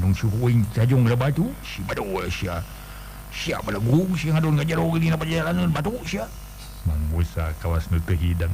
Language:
Sundanese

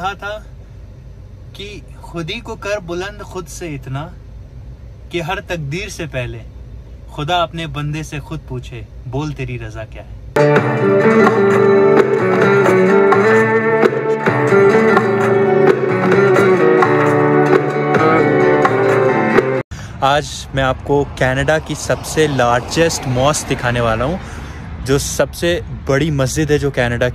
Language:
Hindi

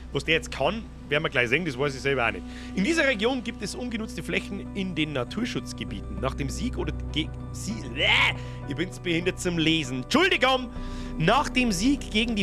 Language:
Bavarian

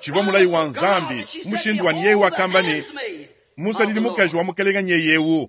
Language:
Luba-Lulua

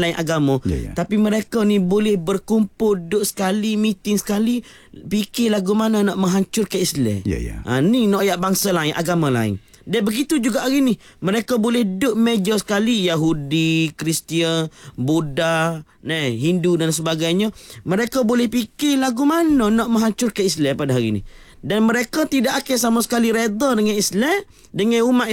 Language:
Malay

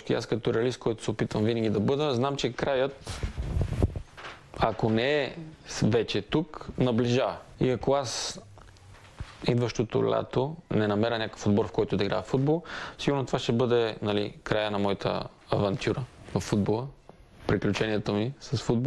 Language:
Bulgarian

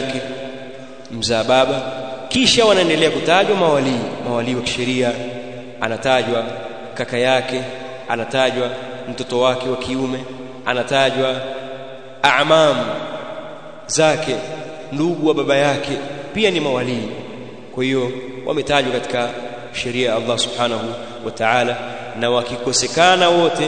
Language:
Swahili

